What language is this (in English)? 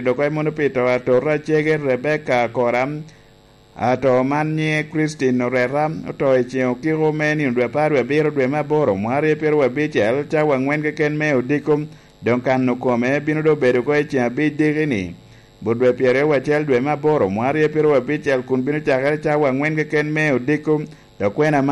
Lango (Uganda)